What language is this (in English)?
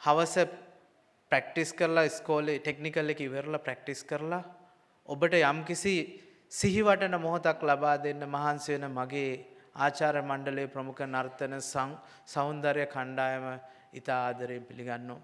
Sinhala